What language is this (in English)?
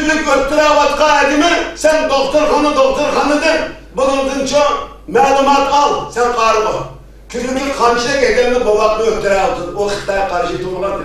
Uyghur